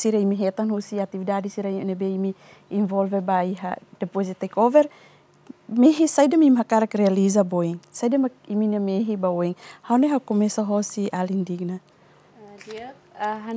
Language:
Tetum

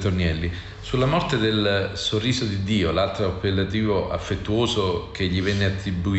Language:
Italian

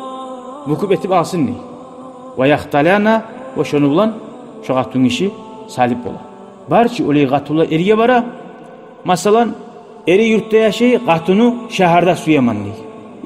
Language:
Kumyk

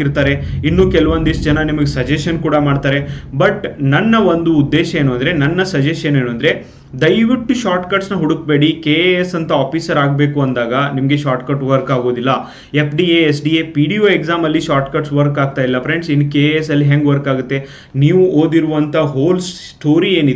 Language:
Kannada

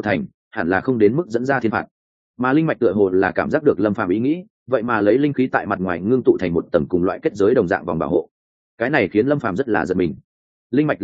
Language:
Vietnamese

